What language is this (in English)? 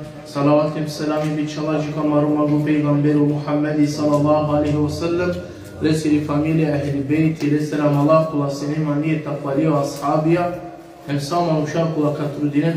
Balkan Romani